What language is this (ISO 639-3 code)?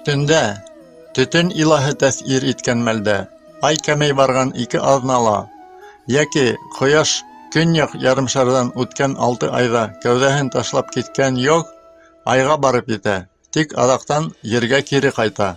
bak